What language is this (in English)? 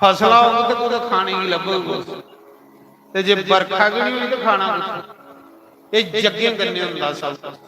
Dogri